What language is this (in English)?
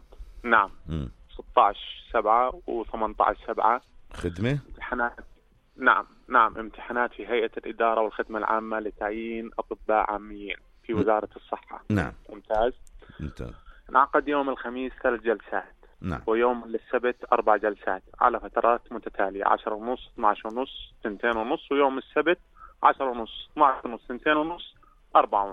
North Levantine Arabic